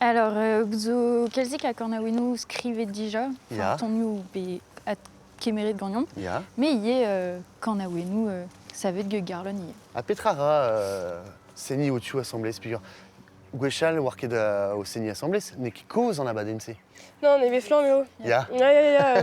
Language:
Breton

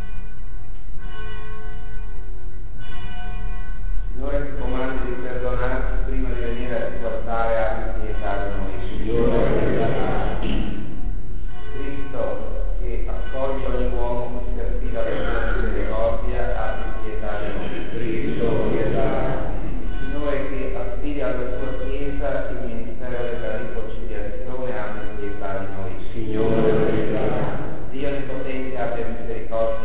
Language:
Italian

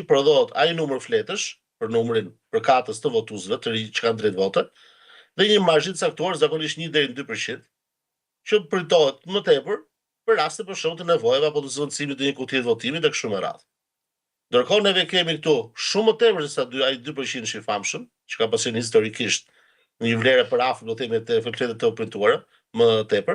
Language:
Albanian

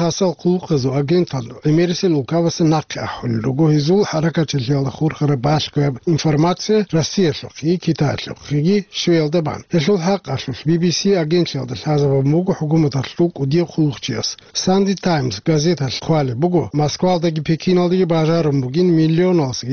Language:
Avaric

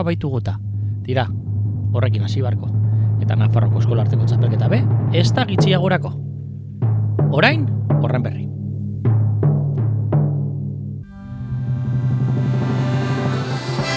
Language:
Basque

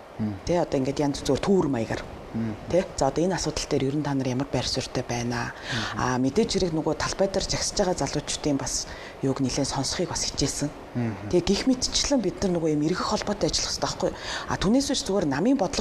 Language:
Mongolian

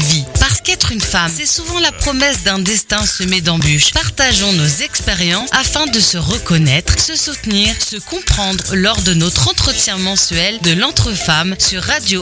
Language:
French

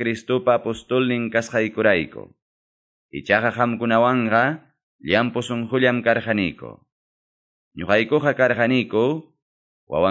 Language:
Ayacucho Quechua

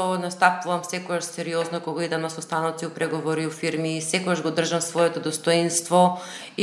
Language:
Macedonian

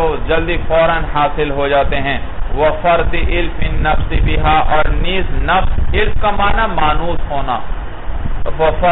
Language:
Urdu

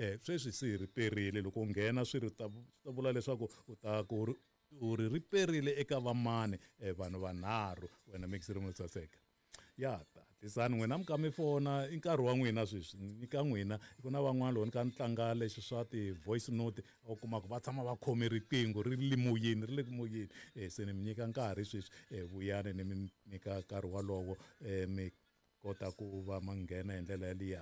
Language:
Tsonga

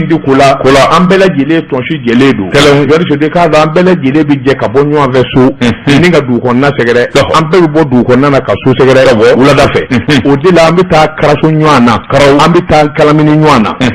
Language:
Bambara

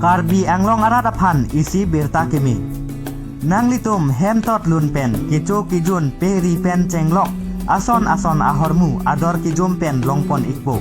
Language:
Karbi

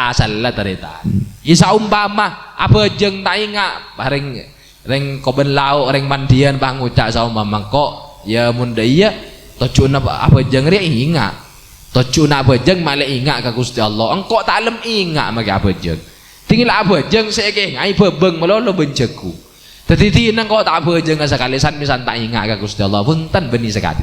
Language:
Madurese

